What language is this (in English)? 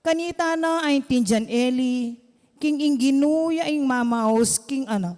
Pampanga